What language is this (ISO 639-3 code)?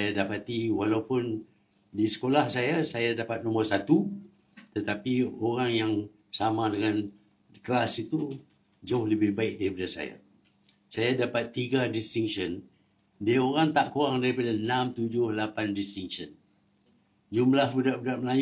msa